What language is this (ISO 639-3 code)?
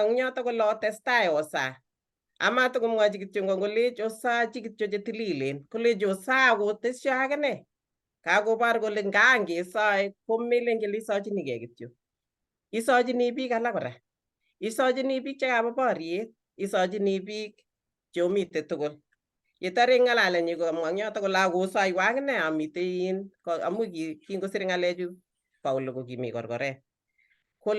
kln